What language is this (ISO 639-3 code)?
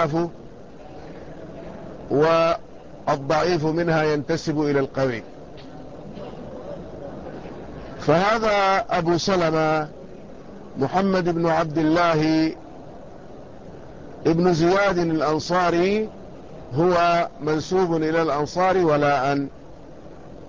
ara